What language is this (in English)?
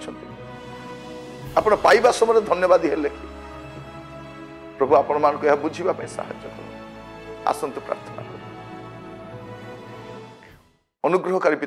Odia